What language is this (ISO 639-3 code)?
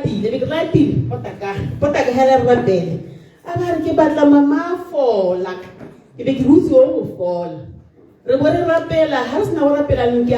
tsn